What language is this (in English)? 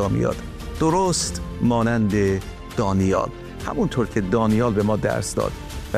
Persian